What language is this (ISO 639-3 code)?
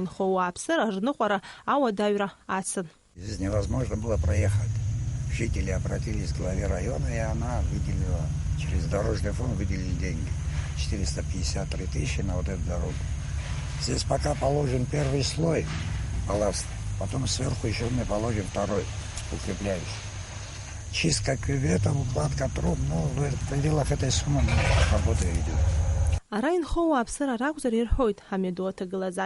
abk